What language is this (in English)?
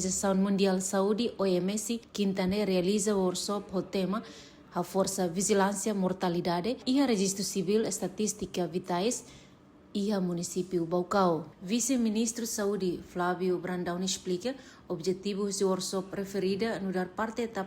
Tetum